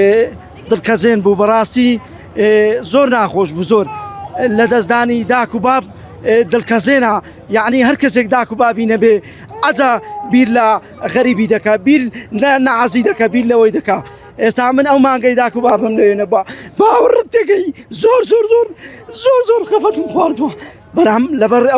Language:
Central Kurdish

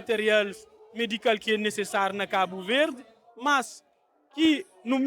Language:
Kabuverdianu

